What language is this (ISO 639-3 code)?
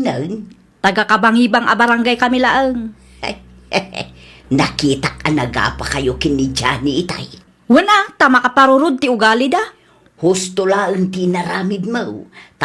ilo